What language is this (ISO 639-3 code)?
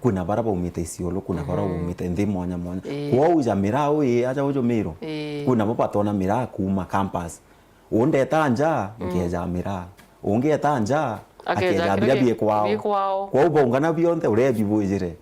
mer